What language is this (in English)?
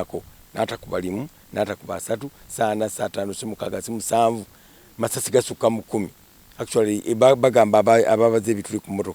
Ganda